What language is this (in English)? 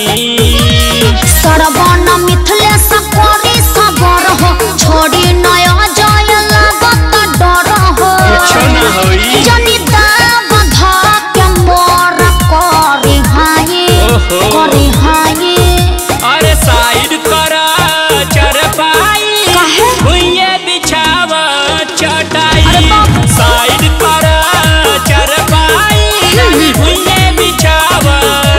Bhojpuri